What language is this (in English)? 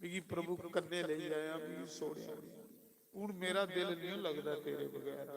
Dogri